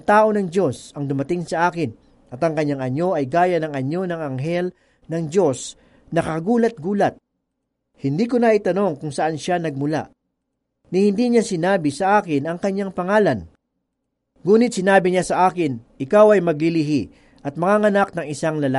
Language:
Filipino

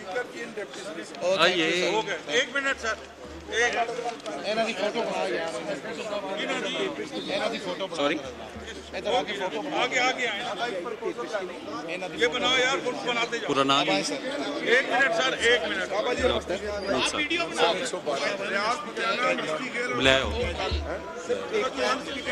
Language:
Hindi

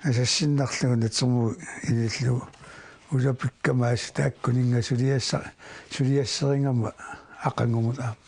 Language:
Kalaallisut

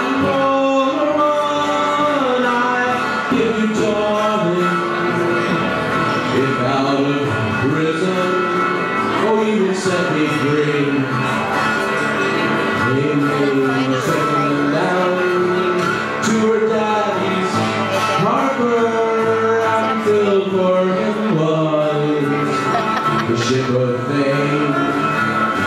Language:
English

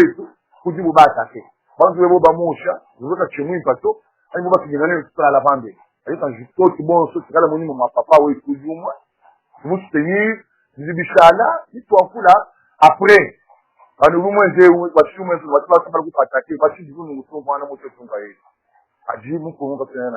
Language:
Luba-Lulua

